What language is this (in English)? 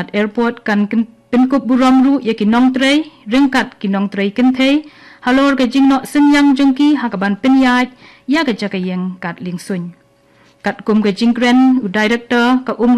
Khasi